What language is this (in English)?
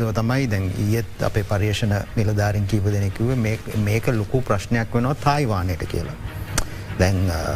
Sinhala